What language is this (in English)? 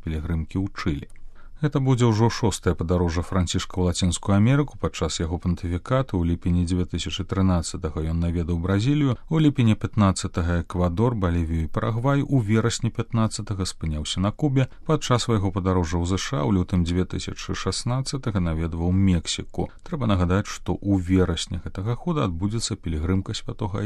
Belarusian